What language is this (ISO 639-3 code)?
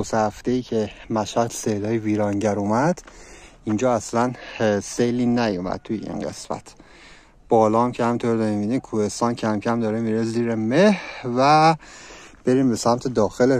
fas